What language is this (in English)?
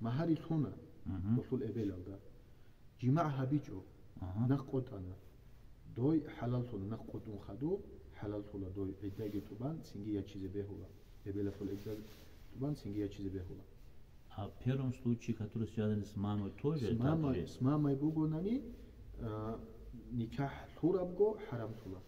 Avaric